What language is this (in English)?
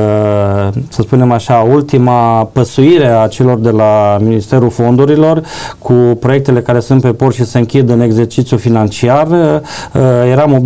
Romanian